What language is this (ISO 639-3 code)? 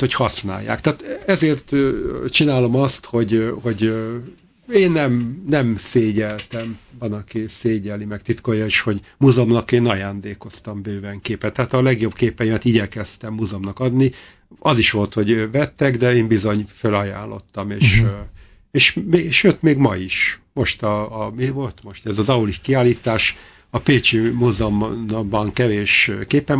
hun